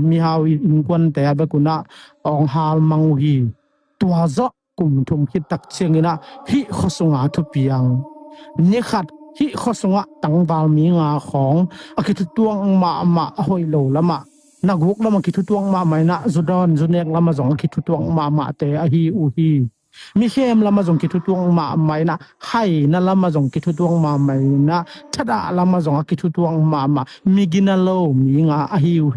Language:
Tedim Chin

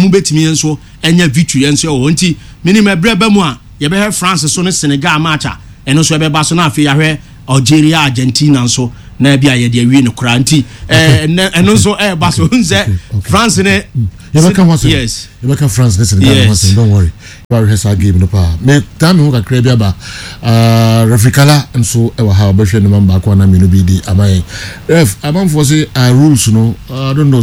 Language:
Akan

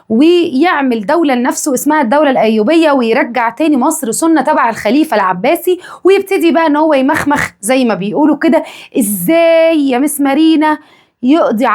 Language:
Egyptian Arabic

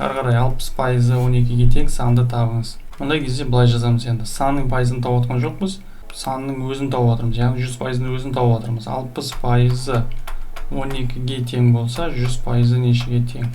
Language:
Kazakh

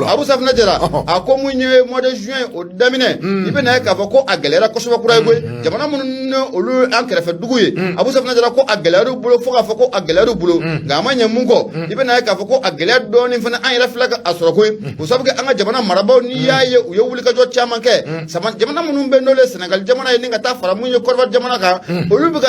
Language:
Bambara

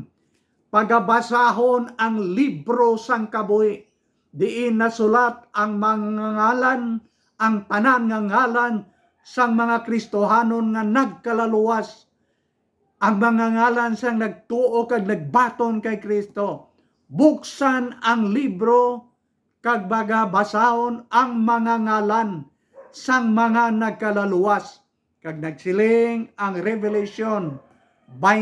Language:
Hiligaynon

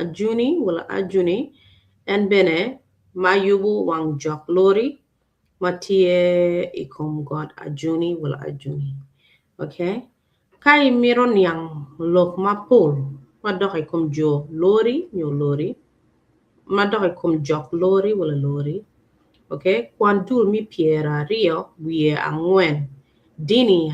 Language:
Acoli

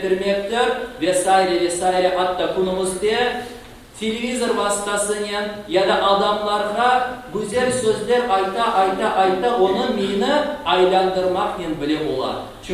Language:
Crimean Tatar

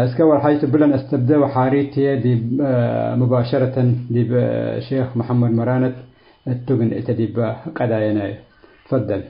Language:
Tigre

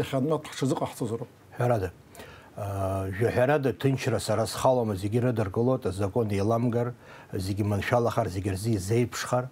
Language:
Abkhazian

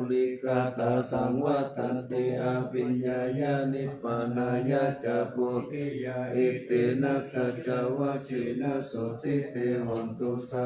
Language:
Pali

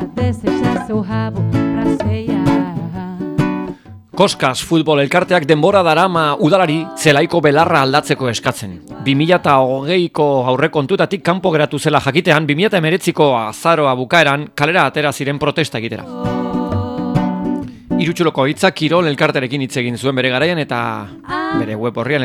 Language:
Basque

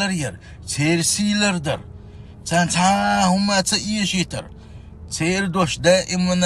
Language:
Chechen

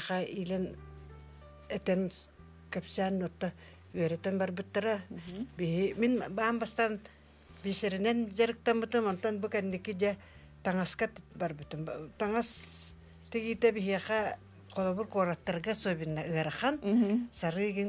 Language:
Yakut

